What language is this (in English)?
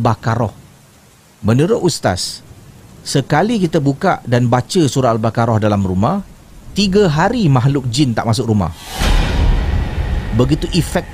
Malay